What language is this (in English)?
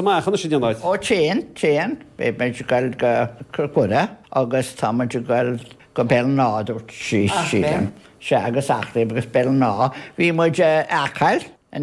Irish